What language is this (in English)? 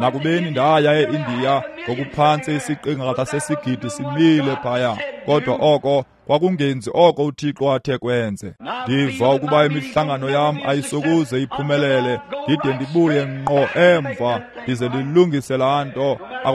Xhosa